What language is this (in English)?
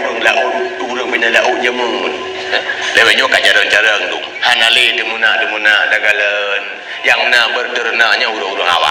Achinese